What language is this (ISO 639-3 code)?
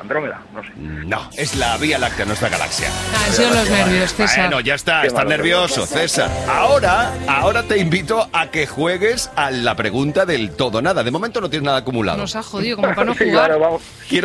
spa